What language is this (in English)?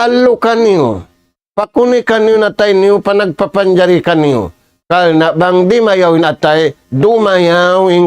Tausug